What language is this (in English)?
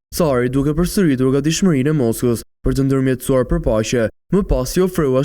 Albanian